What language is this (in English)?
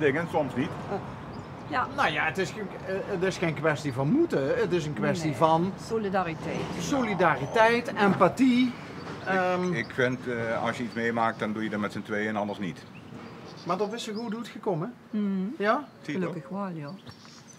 Limburgish